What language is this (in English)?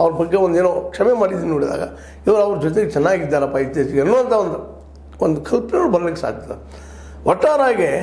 Kannada